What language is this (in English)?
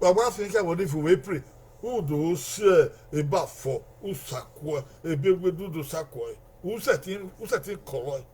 Bini